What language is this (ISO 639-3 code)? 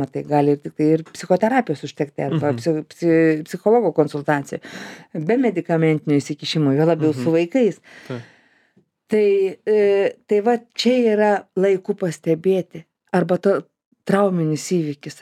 lit